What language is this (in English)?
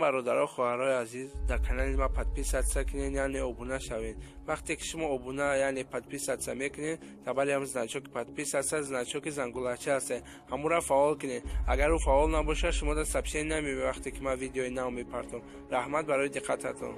Tajik